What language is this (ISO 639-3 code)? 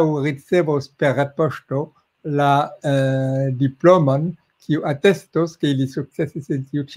epo